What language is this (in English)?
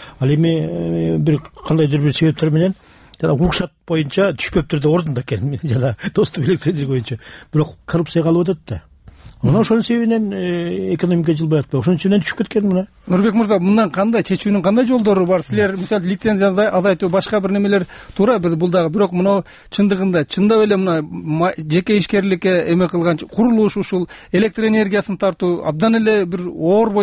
Kyrgyz